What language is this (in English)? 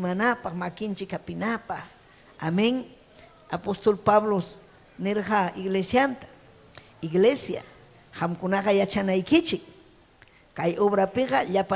Ayacucho Quechua